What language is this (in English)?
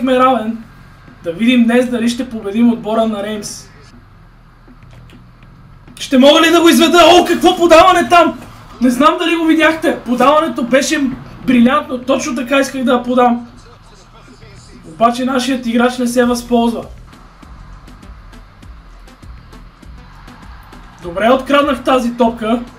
Bulgarian